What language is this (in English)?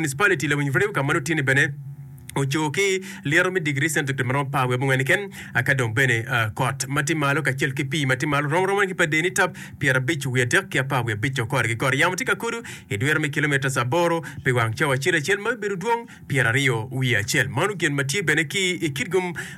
Acoli